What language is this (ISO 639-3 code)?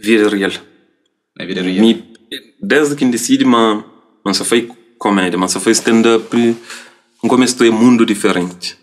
kea